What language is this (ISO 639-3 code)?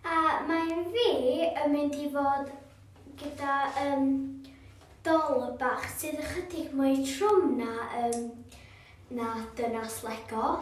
cym